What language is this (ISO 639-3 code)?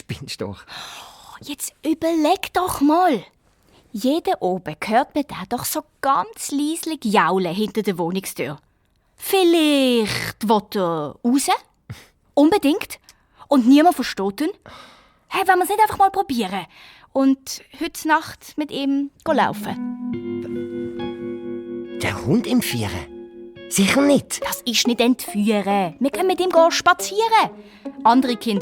gsw